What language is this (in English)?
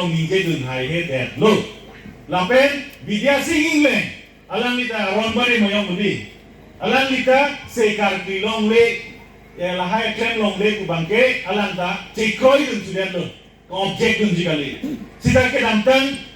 Karbi